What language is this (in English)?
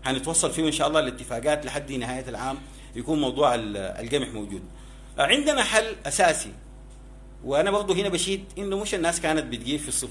Sudanese Arabic